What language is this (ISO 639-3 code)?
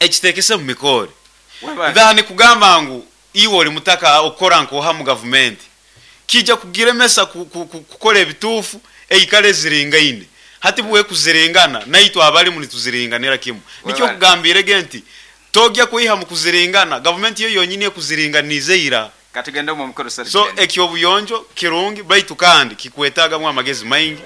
nyn